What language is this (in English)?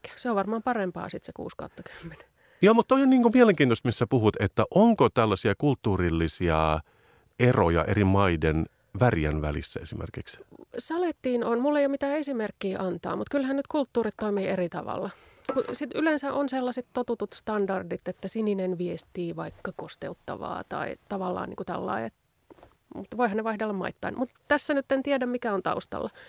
Finnish